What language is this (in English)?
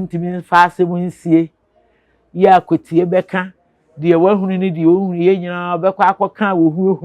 Akan